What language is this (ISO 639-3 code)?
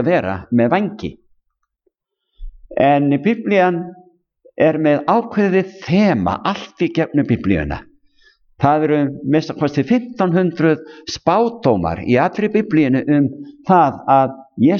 isl